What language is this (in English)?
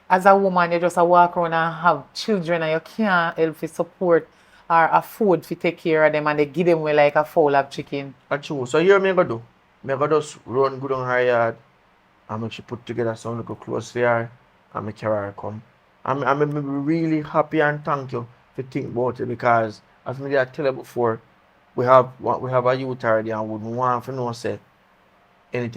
Jamaican Creole English